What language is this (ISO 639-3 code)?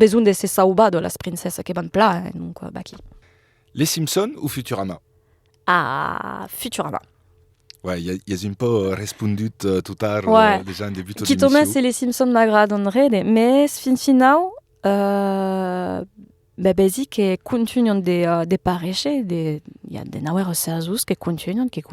oci